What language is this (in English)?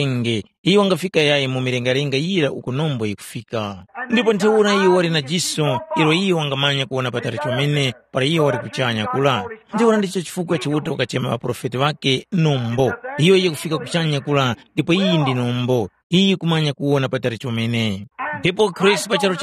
Tumbuka